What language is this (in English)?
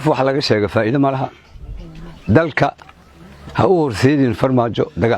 Somali